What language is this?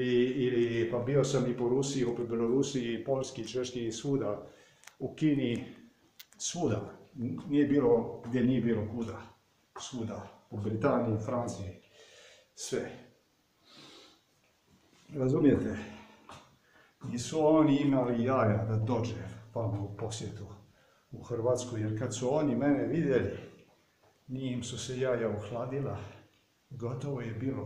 Croatian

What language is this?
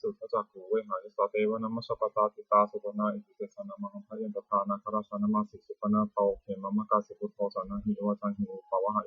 Pali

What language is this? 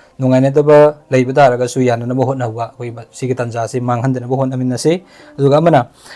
Manipuri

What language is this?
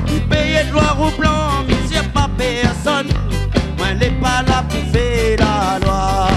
Réunion Creole French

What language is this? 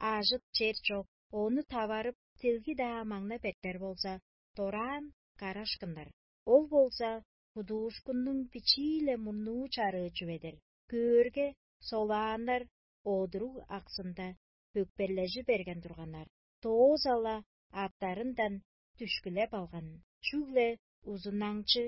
Tuvinian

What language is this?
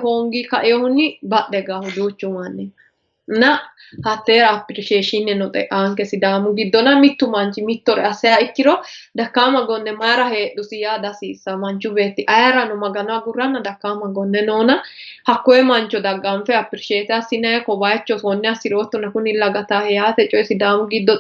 Sidamo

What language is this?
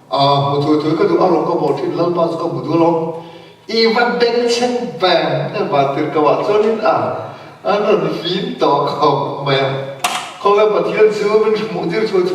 Mizo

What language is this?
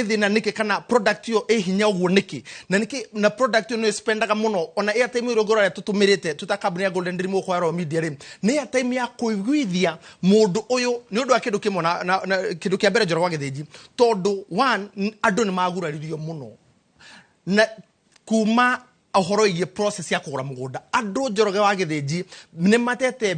Kikuyu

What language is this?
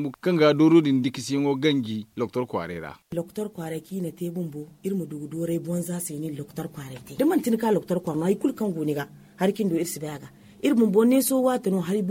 Zarma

